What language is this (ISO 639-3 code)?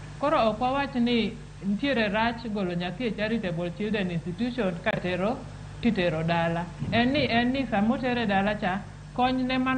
luo